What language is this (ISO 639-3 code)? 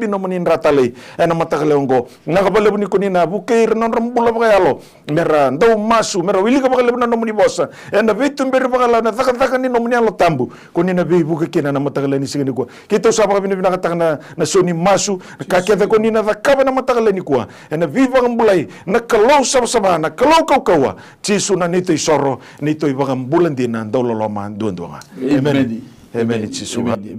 fij